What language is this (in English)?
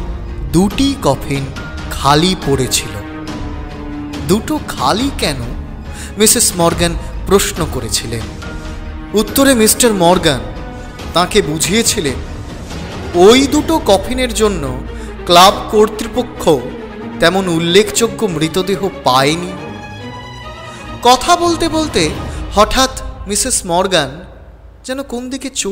Bangla